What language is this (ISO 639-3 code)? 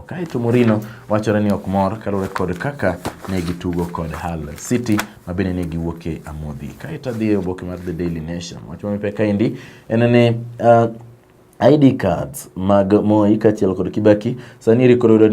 luo